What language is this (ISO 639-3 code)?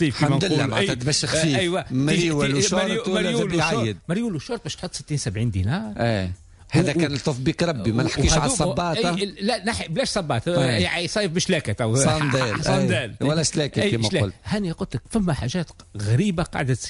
aeb